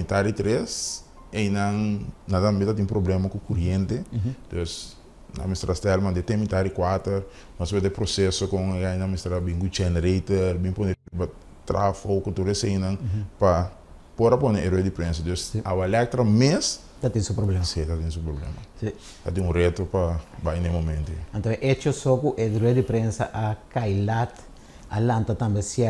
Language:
Papiamento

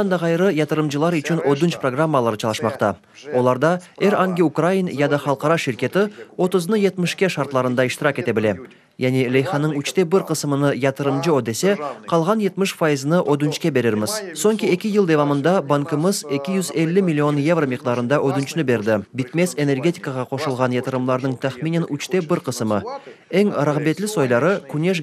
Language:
Crimean Tatar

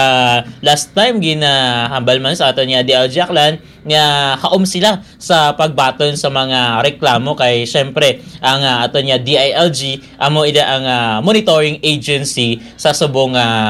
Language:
Hiligaynon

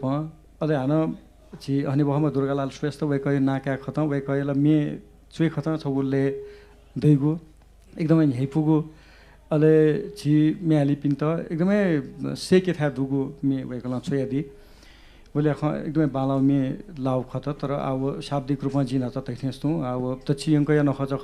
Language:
Newari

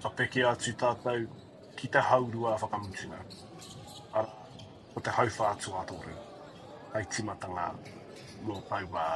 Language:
Māori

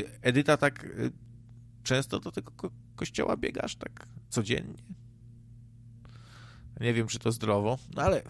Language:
Polish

